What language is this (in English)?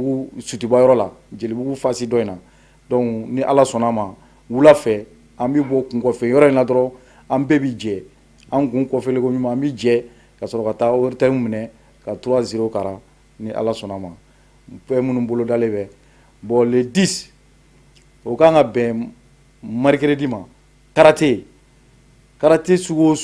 Bambara